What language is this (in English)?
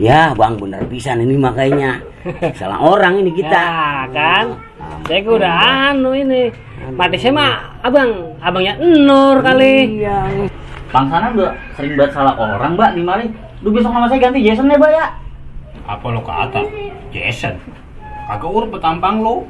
Betawi